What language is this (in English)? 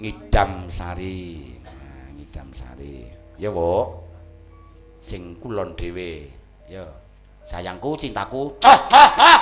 Javanese